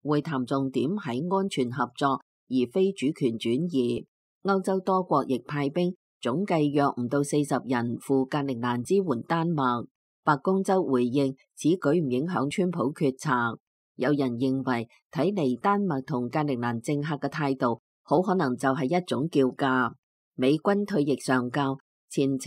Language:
Cantonese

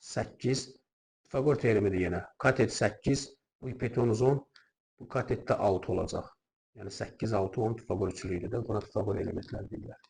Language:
Azerbaijani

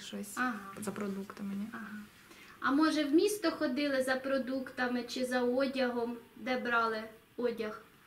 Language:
Ukrainian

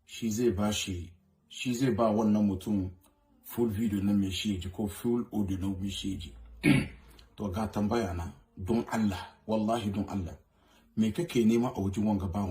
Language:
Hausa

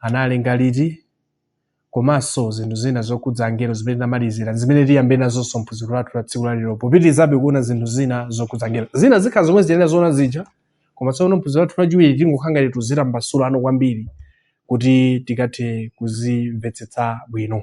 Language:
Nyanja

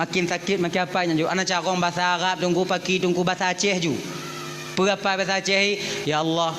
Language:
Achinese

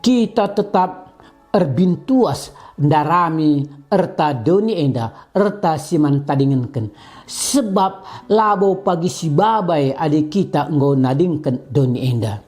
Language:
Batak Karo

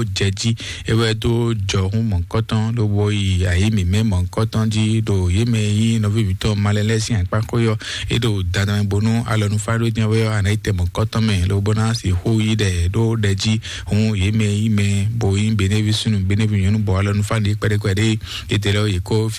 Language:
Fon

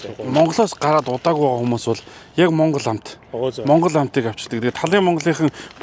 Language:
Mongolian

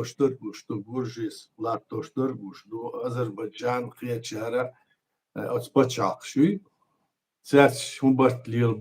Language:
Chechen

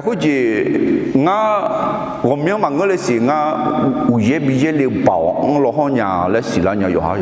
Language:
Akha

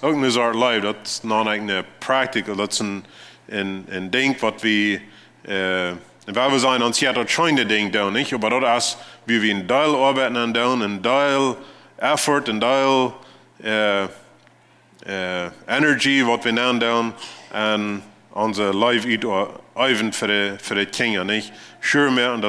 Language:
Plautdietsch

